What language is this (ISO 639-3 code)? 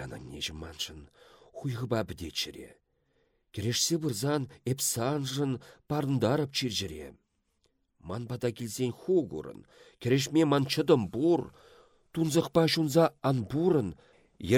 chv